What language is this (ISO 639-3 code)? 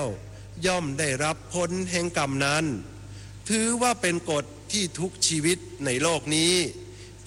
tha